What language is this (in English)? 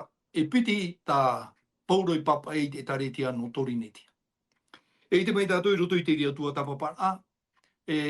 Tahitian